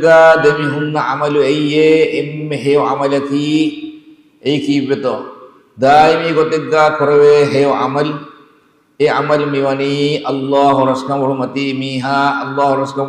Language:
Divehi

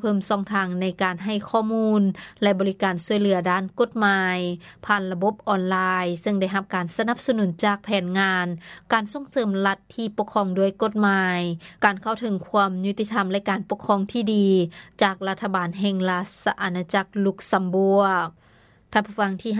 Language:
Lao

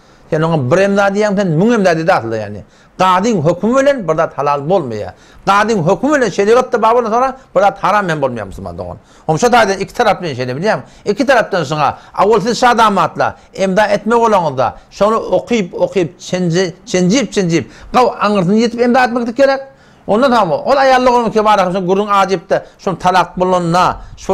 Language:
Turkmen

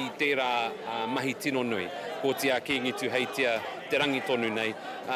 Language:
Māori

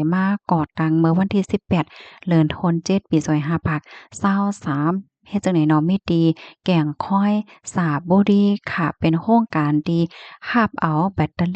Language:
Shan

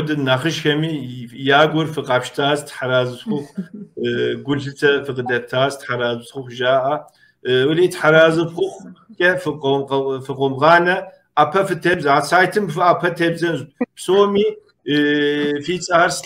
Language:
Kabardian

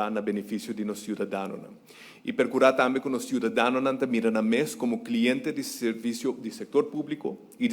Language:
Papiamento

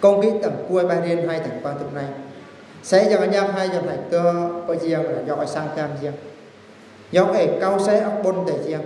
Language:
Eastern Bru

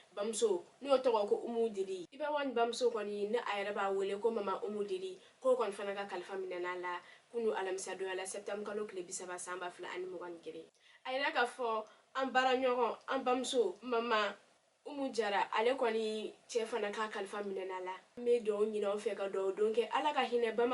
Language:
Bambara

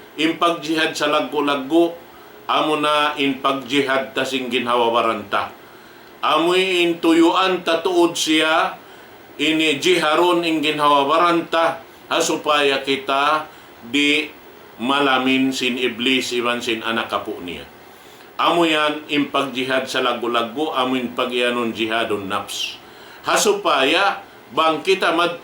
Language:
Tausug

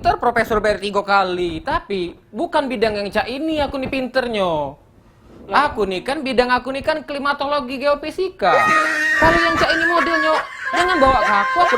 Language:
Musi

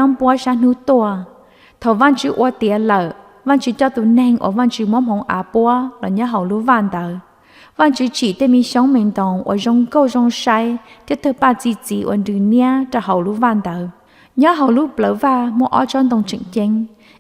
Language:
Hmong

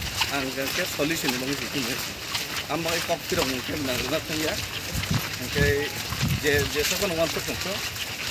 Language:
Kok Borok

